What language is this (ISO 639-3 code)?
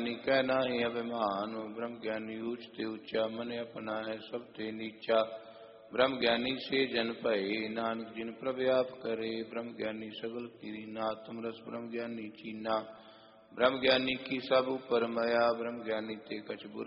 pan